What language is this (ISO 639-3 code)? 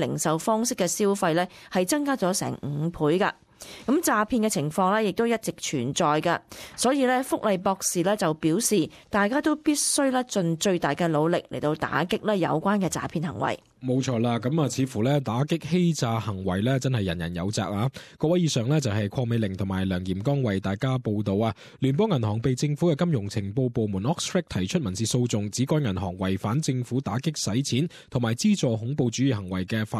yue